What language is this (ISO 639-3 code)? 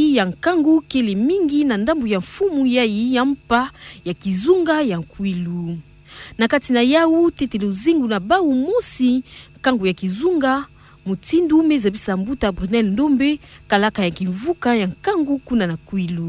ktu